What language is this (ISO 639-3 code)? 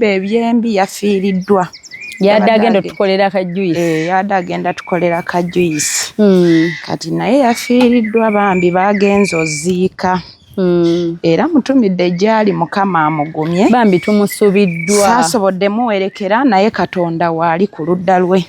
lug